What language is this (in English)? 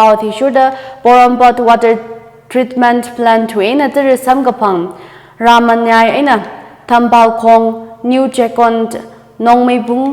Tangkhul Naga (India)